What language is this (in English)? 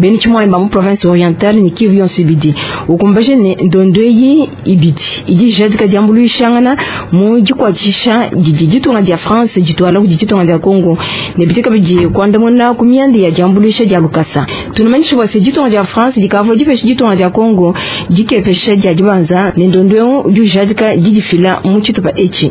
Luba-Lulua